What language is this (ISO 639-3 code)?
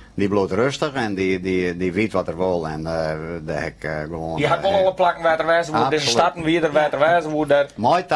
fry